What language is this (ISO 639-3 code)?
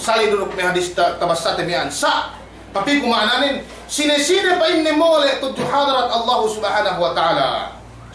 yka